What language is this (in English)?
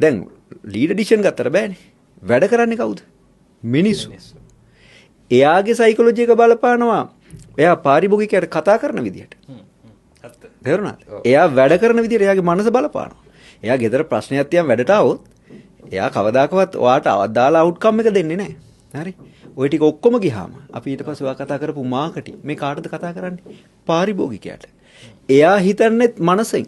Sinhala